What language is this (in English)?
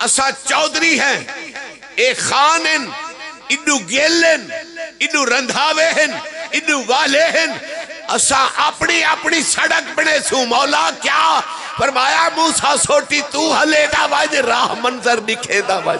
Saraiki